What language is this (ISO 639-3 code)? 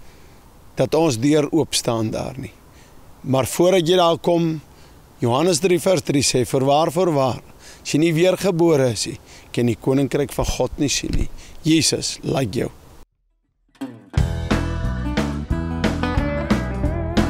afr